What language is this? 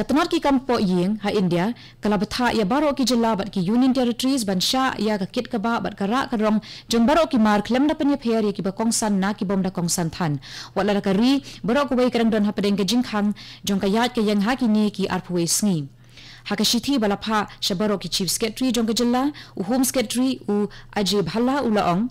Khasi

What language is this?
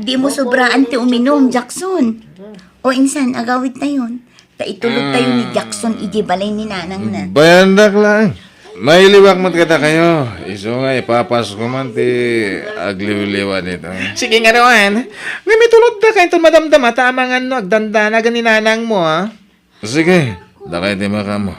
Iloko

